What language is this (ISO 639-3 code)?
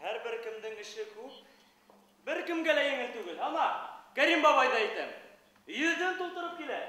bak